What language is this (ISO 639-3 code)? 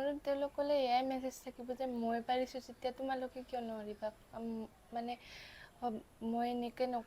asm